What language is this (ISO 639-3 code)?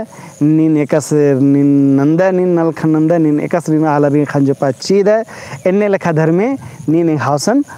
kru